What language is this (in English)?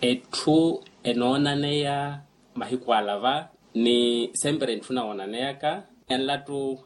Makhuwa